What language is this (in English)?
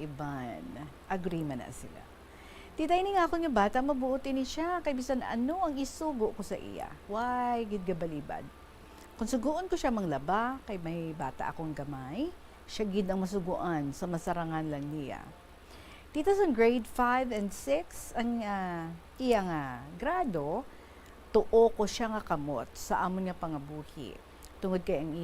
Hiligaynon